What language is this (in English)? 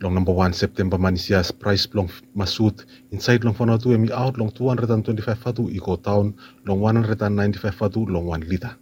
Bislama